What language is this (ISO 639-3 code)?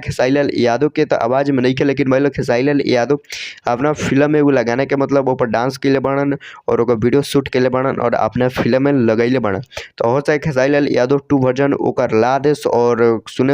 bho